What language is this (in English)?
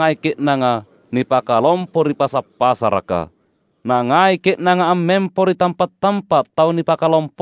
Makasar